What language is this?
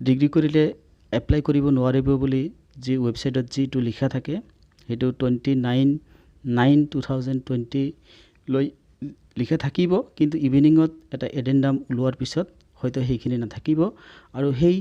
Assamese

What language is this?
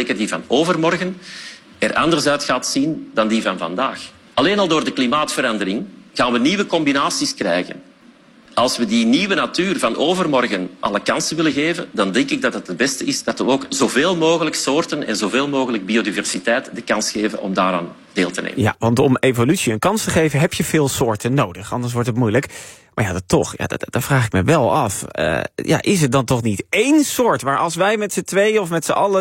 Dutch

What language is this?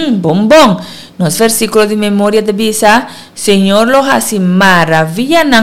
Papiamento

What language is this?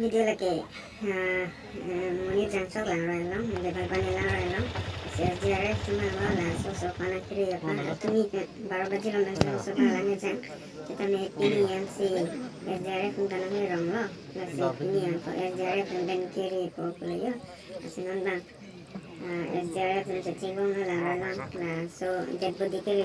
Karbi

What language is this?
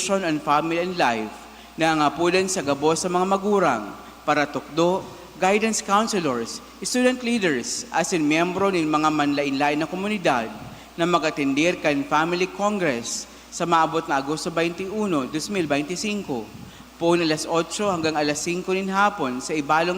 Bikol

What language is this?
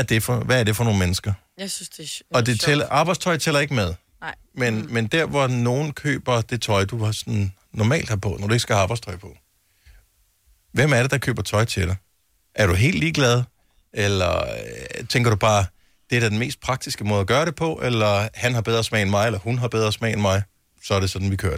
Danish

